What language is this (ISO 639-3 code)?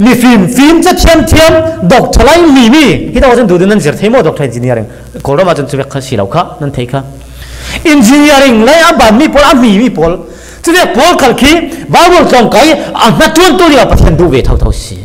cfm